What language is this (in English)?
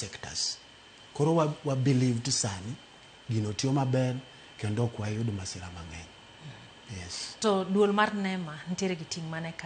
Luo (Kenya and Tanzania)